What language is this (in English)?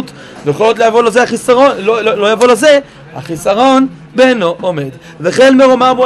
Hebrew